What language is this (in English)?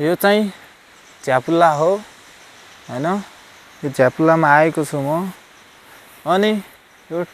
Nepali